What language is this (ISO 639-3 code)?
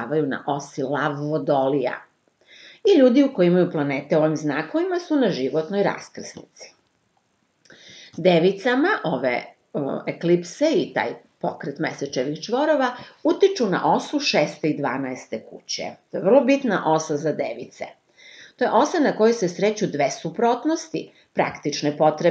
srp